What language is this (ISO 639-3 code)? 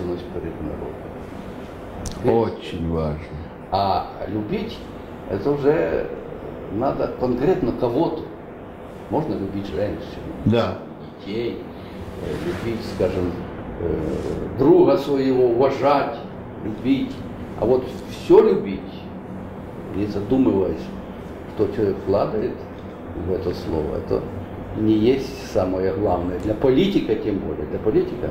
rus